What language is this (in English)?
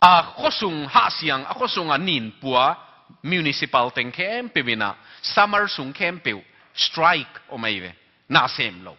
Tedim Chin